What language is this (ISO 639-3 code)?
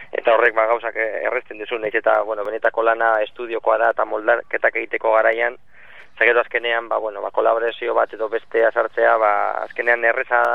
eus